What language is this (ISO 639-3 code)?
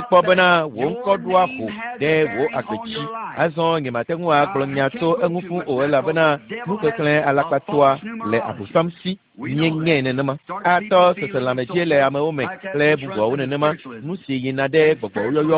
ewe